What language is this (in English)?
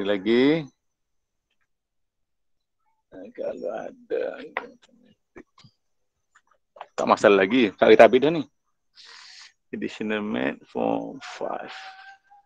Malay